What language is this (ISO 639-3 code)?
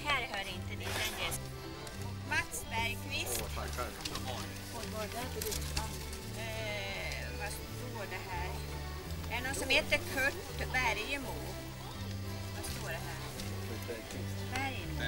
swe